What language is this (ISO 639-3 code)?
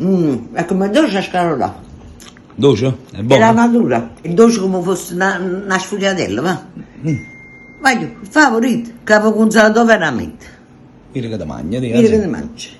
nap